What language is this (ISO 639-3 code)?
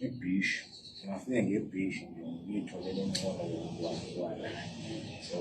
zul